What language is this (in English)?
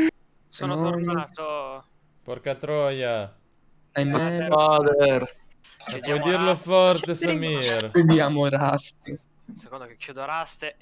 Italian